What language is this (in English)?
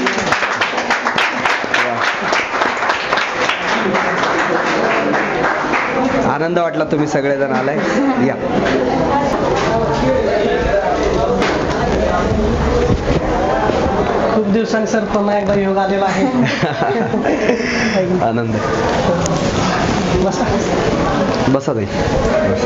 Marathi